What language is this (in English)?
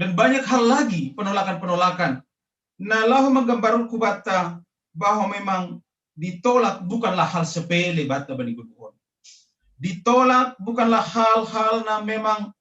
Batak Simalungun